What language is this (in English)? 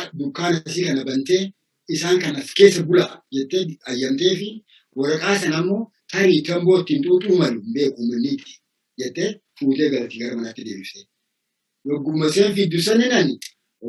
Oromo